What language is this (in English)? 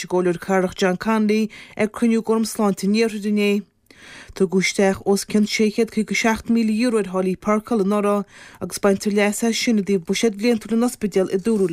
Irish